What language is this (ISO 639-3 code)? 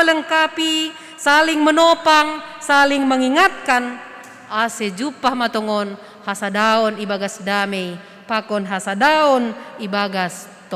bts